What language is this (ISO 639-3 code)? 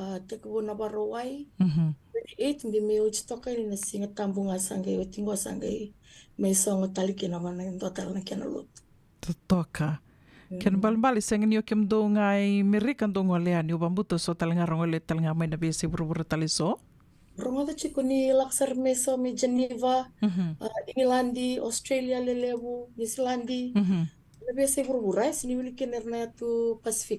fij